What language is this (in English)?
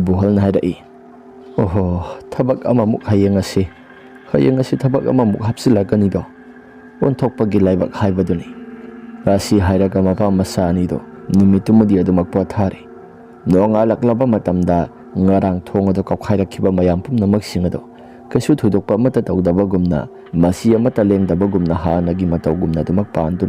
Manipuri